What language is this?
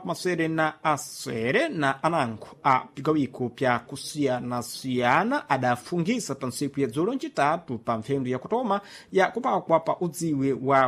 Sena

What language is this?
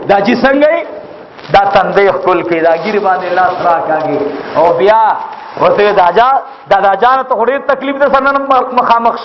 Pashto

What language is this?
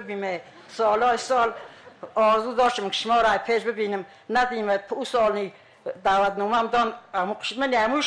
Tajik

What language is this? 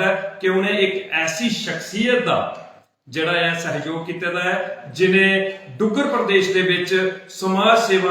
Dogri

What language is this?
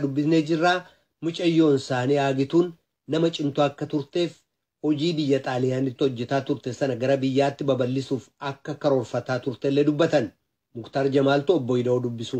Oromo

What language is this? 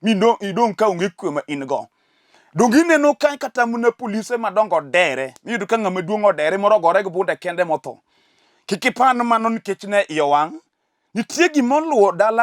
Luo (Kenya and Tanzania)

